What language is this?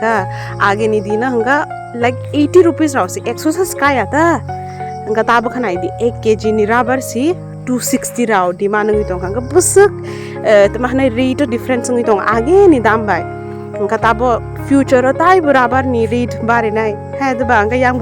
Kok Borok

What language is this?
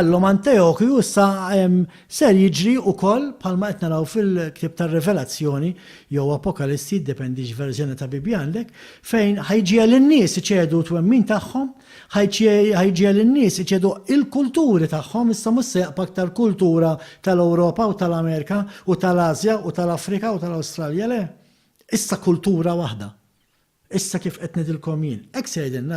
Maltese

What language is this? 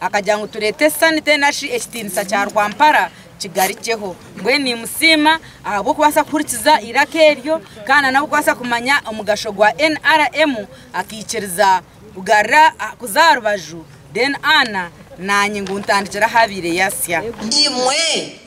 Nyankole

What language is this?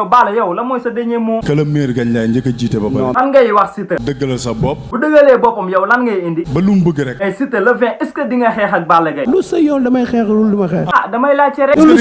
Wolof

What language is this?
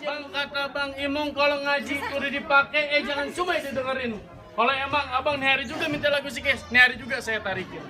Betawi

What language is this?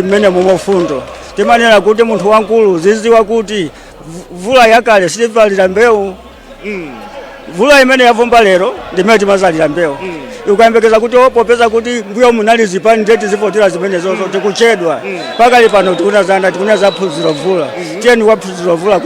Nyanja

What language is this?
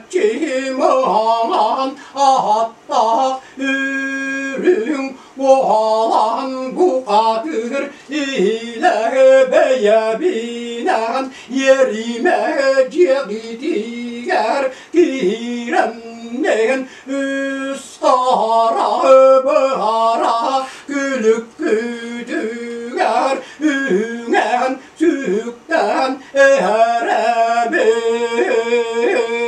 Yakut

